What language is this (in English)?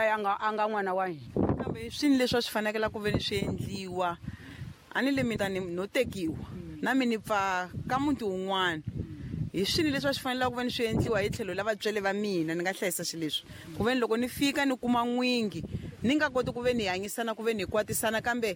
Tsonga